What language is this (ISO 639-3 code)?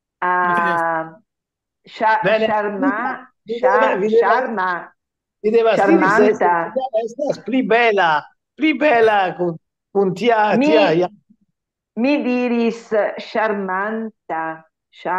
epo